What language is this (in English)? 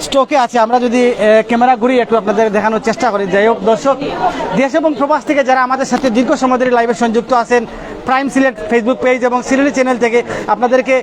Sylheti